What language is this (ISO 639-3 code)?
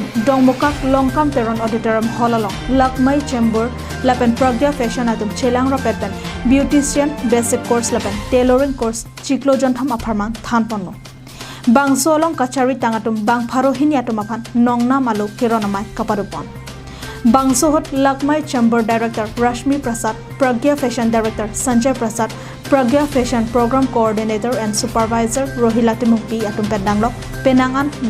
mjw